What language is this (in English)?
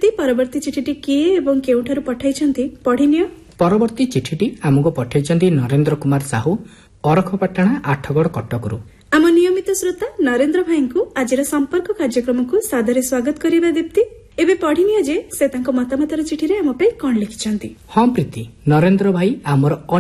Odia